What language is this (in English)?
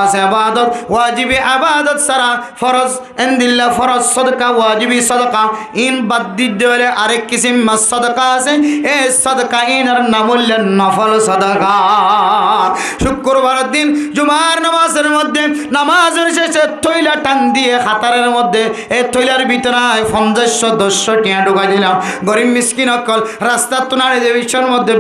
Rohingya